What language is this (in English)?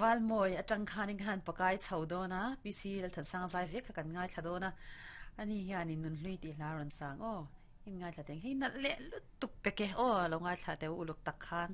Mizo